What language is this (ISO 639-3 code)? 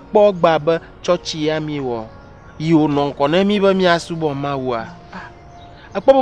ewe